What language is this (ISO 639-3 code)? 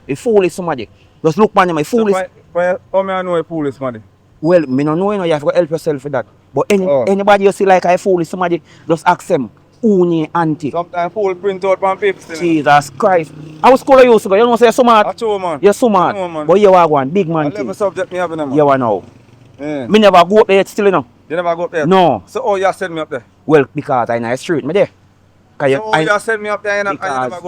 jam